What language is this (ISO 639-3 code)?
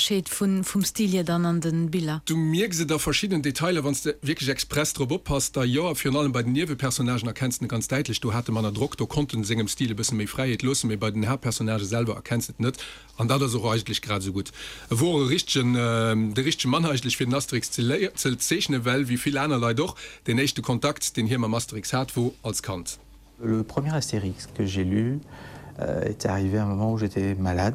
ltz